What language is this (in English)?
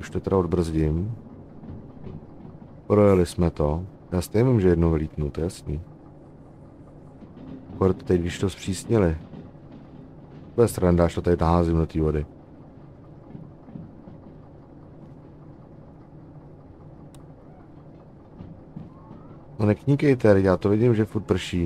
Czech